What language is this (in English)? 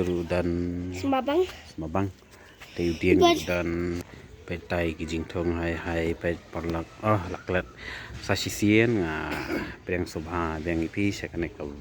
Khasi